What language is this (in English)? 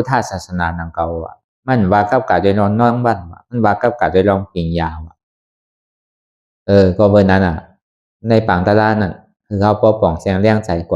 Shan